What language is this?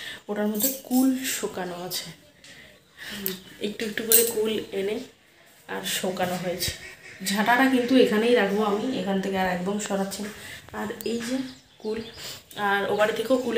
Bangla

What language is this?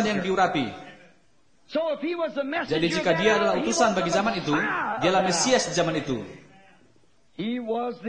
Indonesian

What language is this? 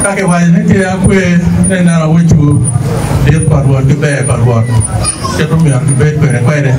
Acoli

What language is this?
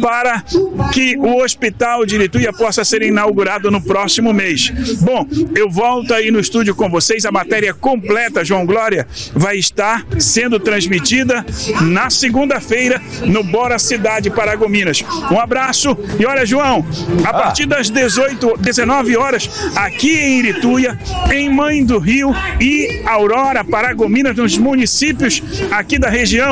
Portuguese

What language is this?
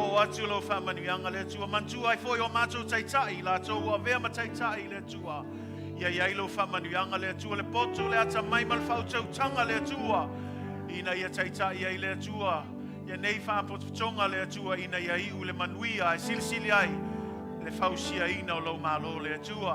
Samoan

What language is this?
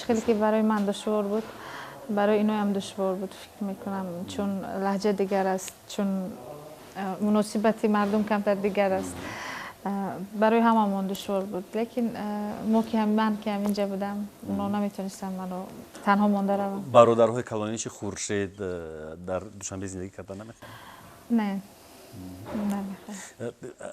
Tajik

